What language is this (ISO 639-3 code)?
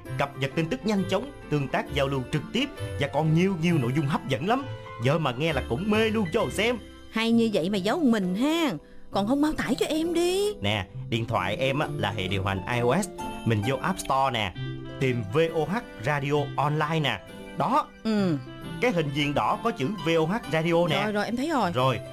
vie